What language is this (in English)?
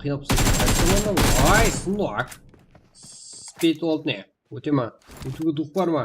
Kara-Kalpak